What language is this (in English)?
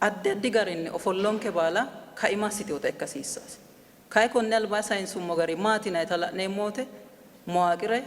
Sidamo